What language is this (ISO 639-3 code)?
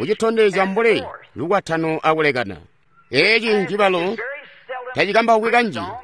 toi